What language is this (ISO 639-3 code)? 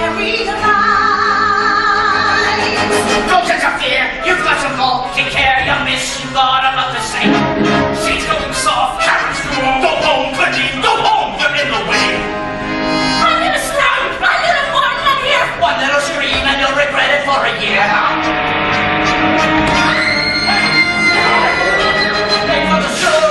eng